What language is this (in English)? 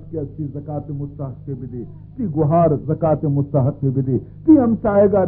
Baluchi